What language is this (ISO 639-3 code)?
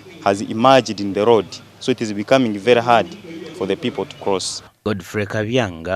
nyn